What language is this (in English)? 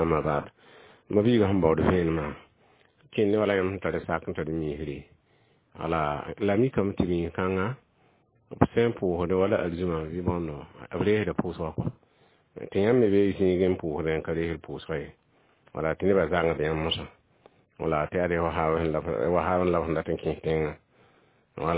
Mossi